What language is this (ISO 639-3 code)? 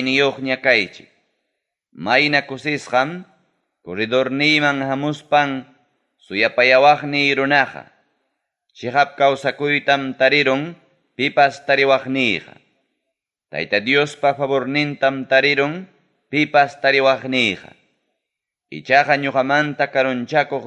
quy